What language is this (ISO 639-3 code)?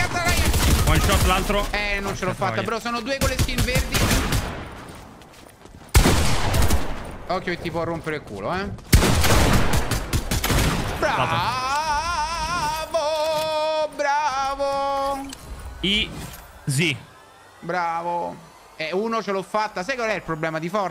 ita